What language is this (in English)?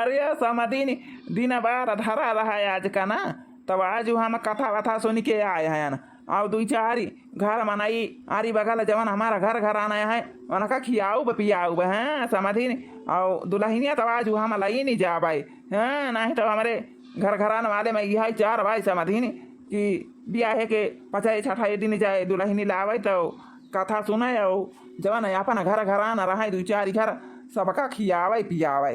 Awadhi